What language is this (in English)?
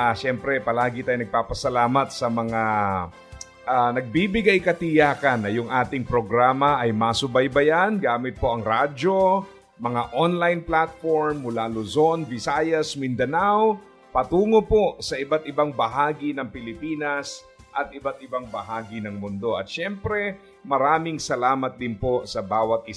Filipino